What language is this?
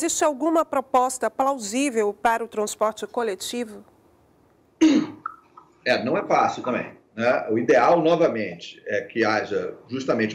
Portuguese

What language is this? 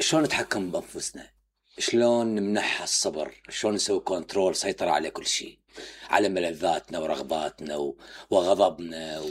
Mesopotamian Arabic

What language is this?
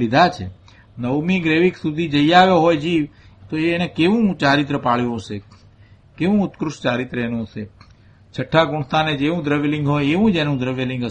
Gujarati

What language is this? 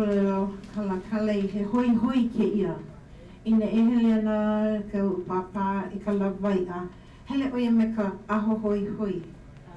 Hawaiian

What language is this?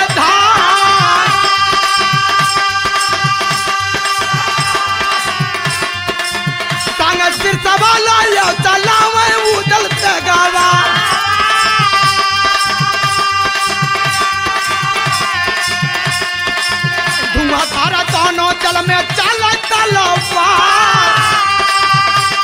Bhojpuri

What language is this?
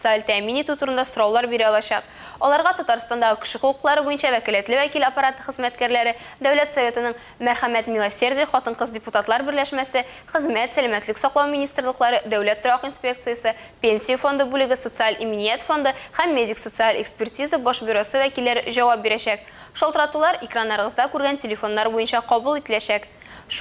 Tatar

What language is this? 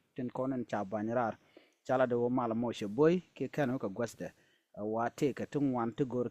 Nuer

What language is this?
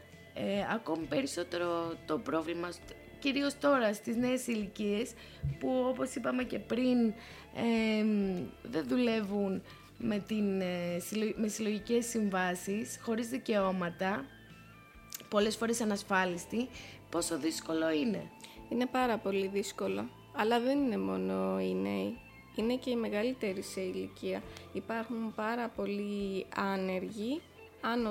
Greek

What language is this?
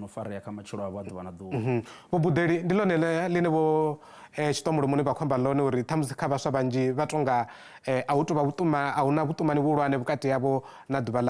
Venda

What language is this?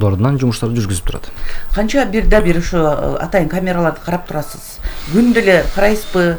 Kyrgyz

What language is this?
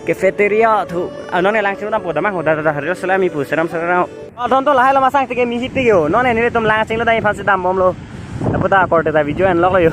Karbi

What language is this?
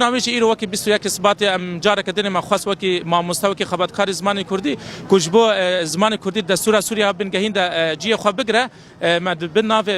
Kurdish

